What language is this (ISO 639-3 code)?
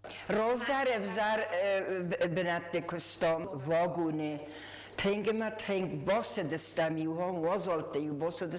oss